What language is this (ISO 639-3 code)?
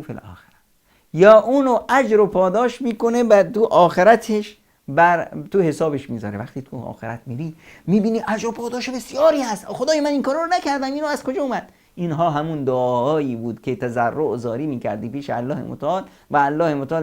fas